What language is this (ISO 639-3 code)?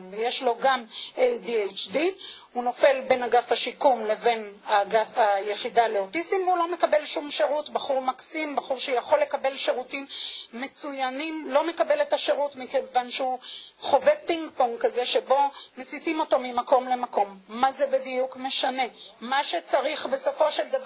heb